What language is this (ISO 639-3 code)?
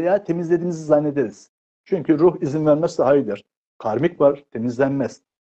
tur